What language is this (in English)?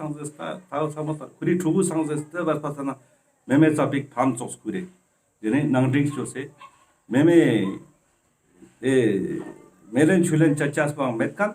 Ladakhi